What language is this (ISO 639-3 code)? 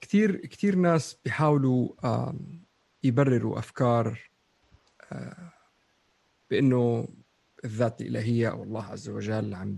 apc